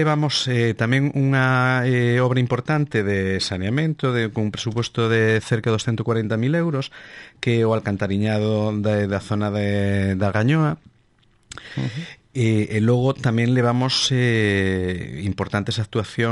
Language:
Galician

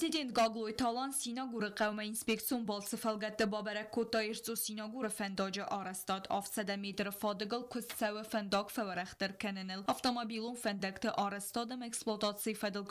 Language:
Ossetic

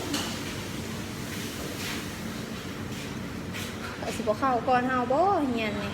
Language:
Lao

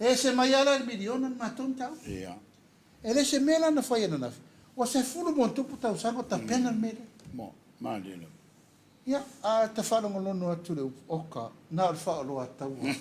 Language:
Samoan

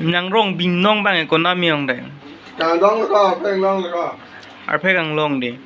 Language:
Karbi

